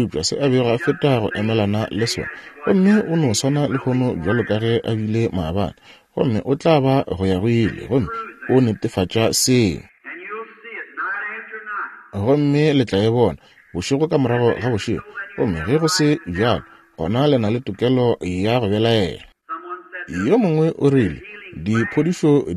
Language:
Northern Sotho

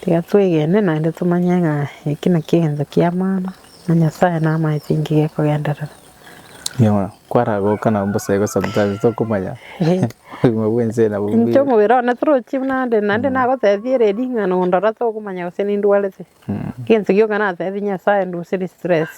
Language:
Gusii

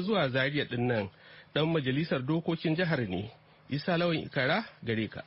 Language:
Hausa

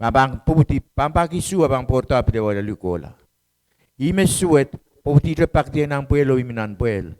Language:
Pohnpeian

